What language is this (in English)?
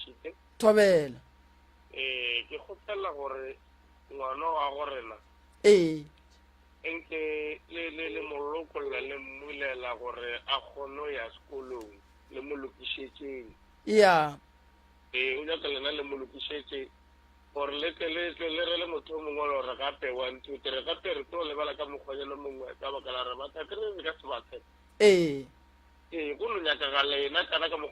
Northern Sotho